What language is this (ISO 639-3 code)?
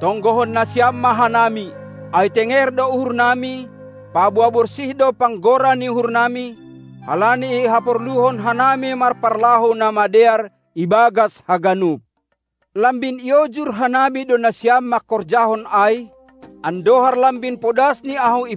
bts